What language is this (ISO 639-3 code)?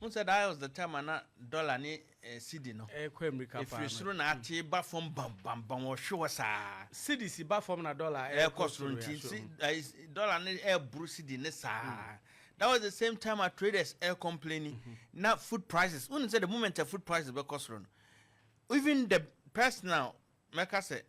aka